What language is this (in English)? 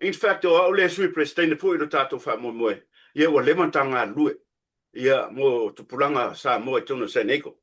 Samoan